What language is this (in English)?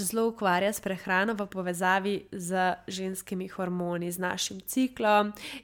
Slovenian